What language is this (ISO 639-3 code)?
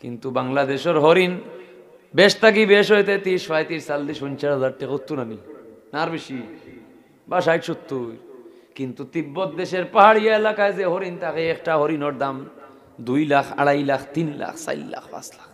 syl